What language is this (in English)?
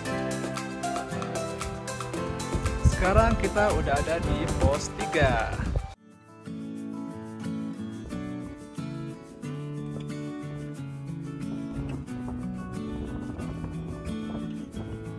Indonesian